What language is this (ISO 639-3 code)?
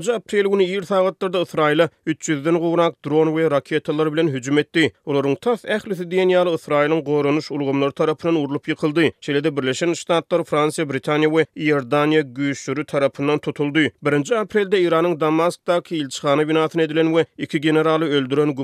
tuk